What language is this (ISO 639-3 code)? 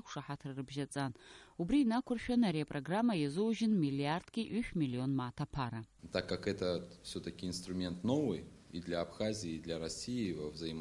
abk